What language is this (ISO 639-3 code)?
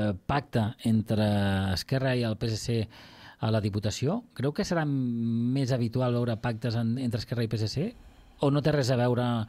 cat